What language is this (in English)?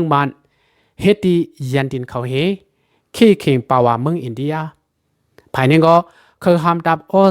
Shan